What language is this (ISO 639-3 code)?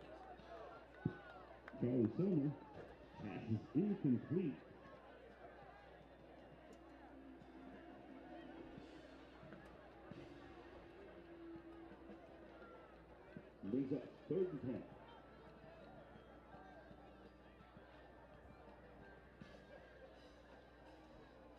eng